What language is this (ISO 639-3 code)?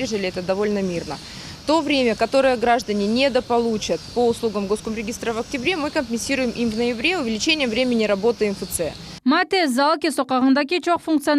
crh